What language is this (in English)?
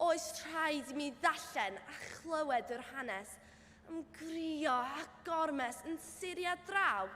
Welsh